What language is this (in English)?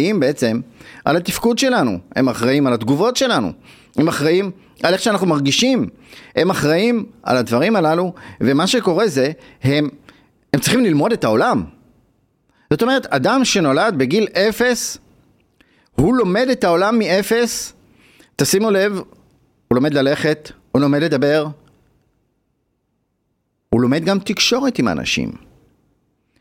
Hebrew